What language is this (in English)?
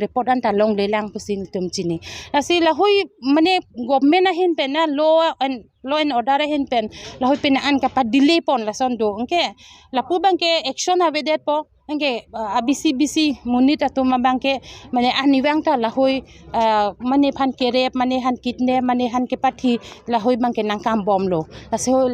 Karbi